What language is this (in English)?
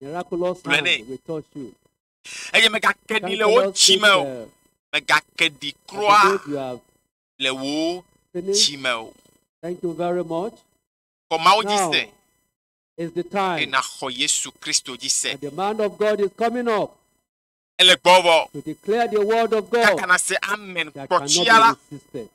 Ewe